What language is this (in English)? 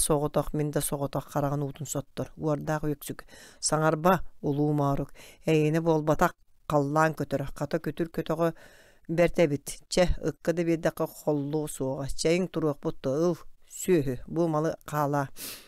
Yakut